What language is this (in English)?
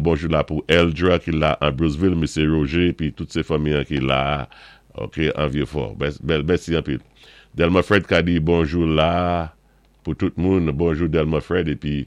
Saint Lucian Creole French